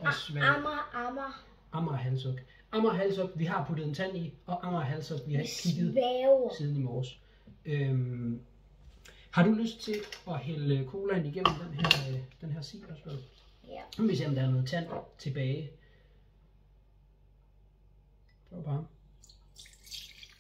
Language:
Danish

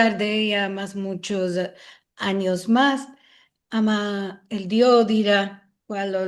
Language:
Ladino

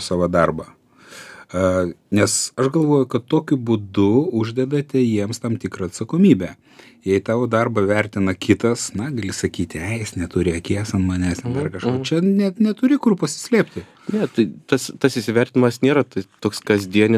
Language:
Lithuanian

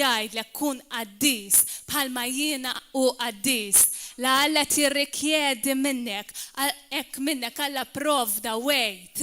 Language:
Maltese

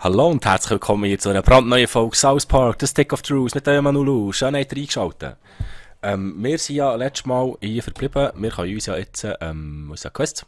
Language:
Swiss German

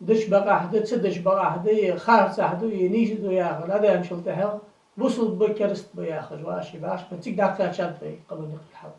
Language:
Ingush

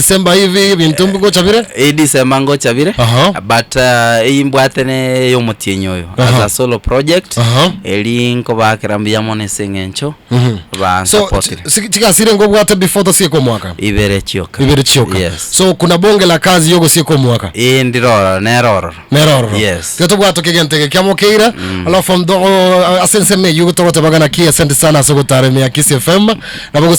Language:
Gusii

